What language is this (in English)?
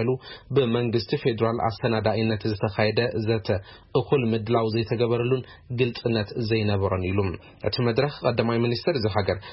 Tigrinya